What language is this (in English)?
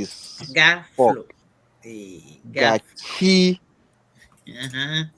Ewe